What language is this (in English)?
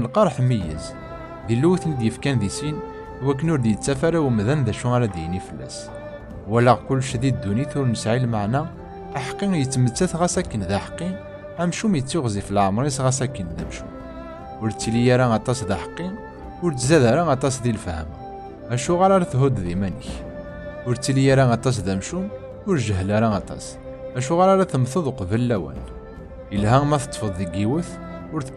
Kabyle